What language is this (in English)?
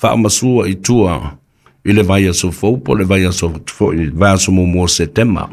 Samoan